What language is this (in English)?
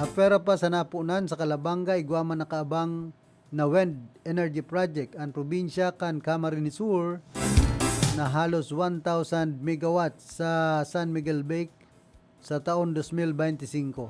Bikol